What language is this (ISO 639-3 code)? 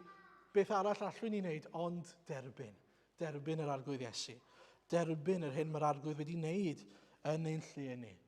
cym